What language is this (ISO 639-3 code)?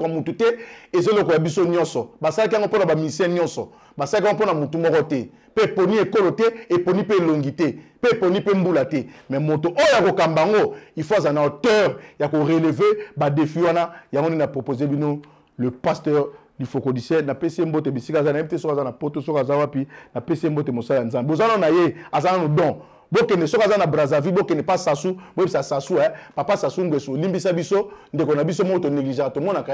lin